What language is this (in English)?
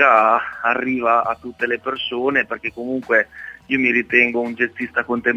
Italian